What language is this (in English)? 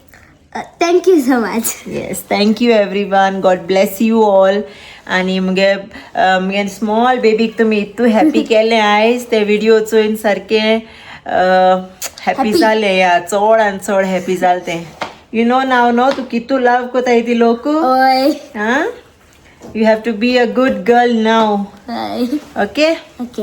Konkani